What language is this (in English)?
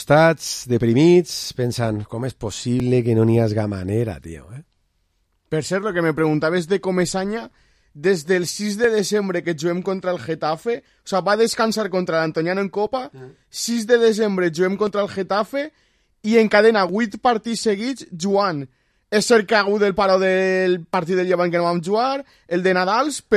Catalan